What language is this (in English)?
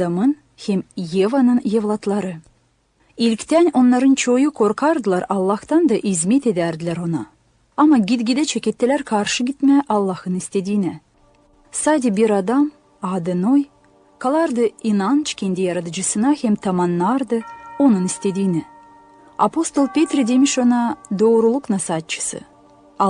Gagauz